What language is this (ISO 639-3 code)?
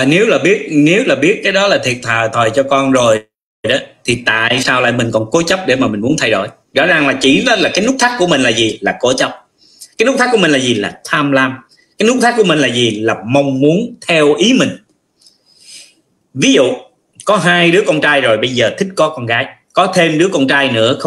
vie